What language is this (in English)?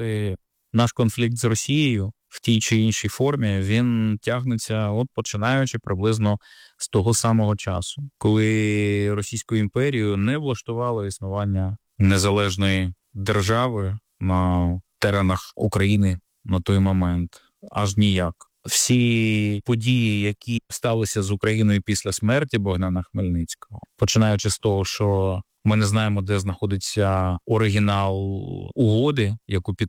Ukrainian